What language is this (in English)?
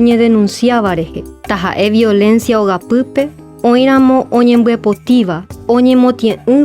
Guarani